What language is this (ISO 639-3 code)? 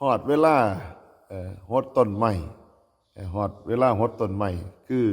tts